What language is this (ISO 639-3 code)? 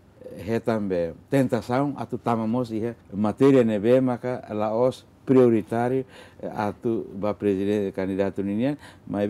tet